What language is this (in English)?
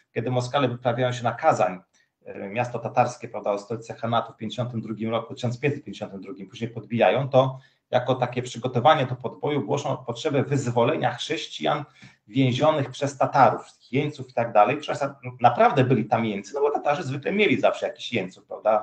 Polish